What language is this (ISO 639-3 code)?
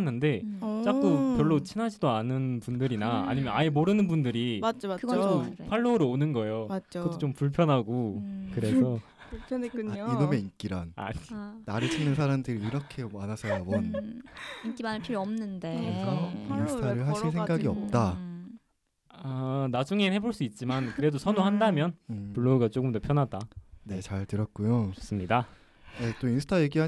kor